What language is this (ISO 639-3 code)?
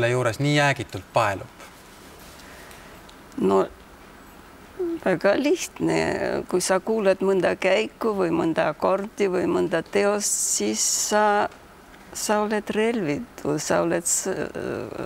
est